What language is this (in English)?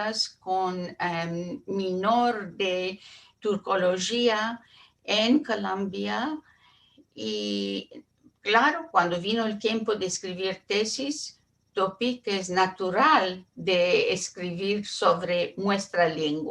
Ladino